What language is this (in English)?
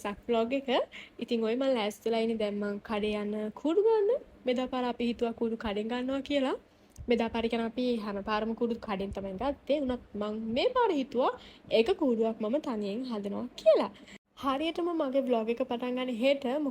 Sinhala